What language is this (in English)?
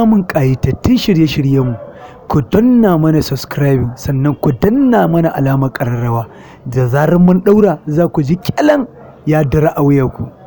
Hausa